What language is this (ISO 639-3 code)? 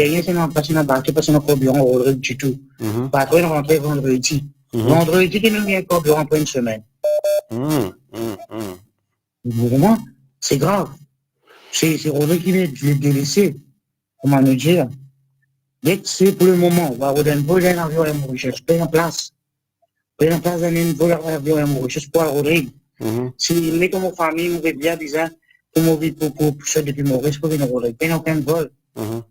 mfe